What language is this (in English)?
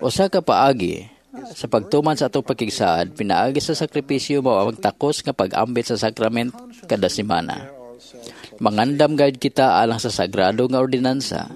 Cebuano